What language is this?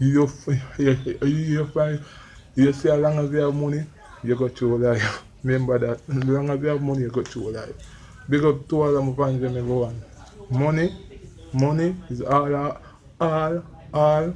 Jamaican Creole English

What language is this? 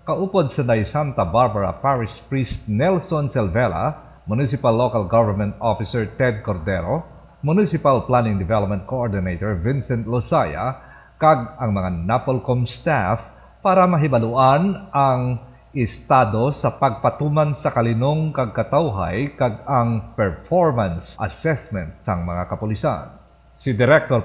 Hiligaynon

